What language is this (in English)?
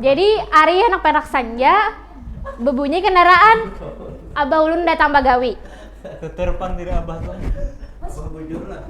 Banjar